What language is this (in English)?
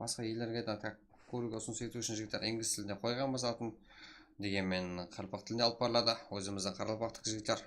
Kara-Kalpak